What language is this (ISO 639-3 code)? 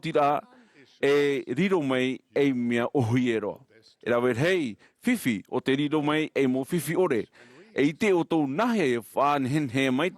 tah